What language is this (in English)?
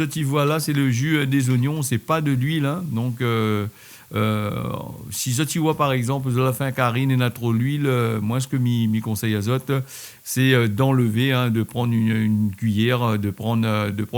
Réunion Creole French